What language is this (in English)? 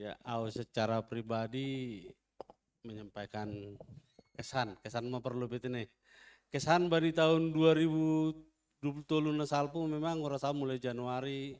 Batak Simalungun